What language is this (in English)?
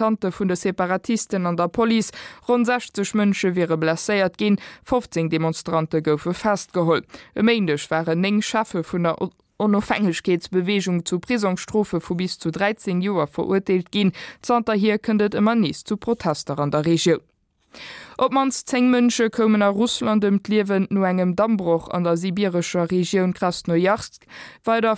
Luxembourgish